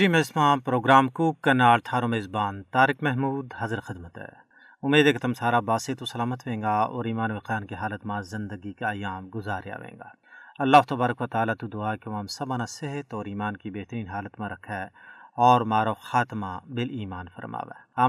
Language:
Gujari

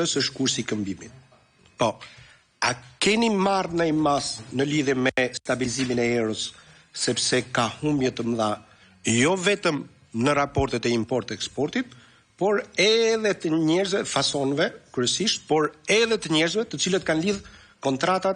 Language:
Albanian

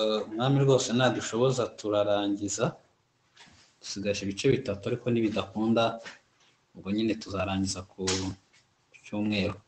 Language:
Kinyarwanda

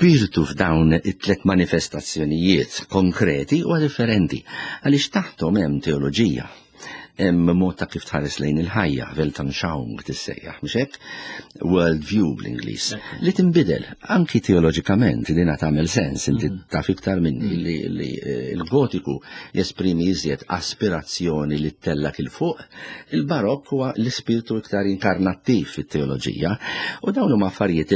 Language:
Maltese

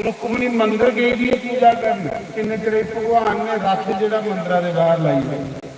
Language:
Dogri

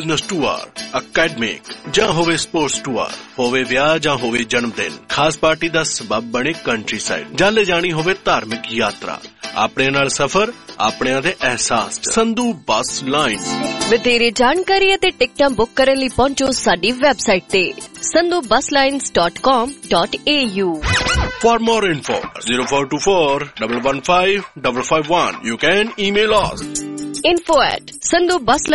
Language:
Punjabi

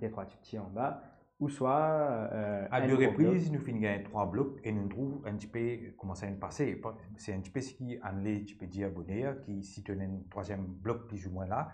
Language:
Morisyen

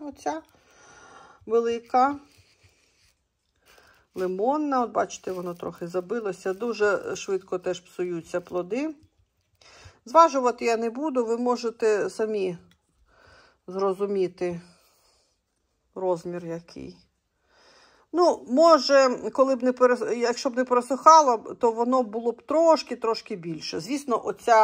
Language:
Ukrainian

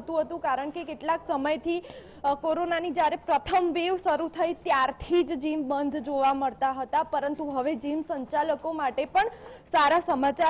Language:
Gujarati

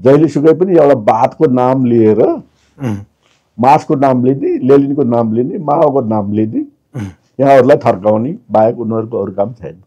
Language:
Nepali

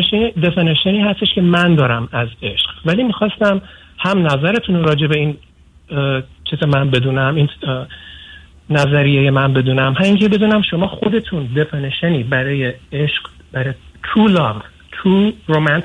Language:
Persian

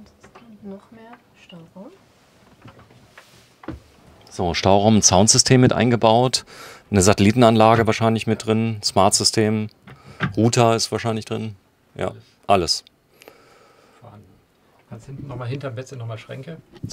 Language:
German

